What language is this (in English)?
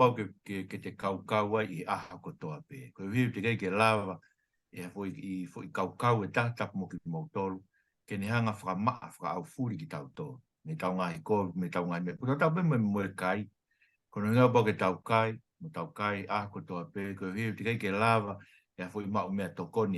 Tongan